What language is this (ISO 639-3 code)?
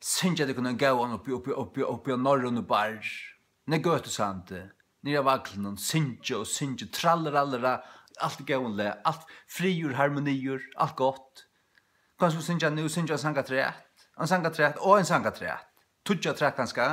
fao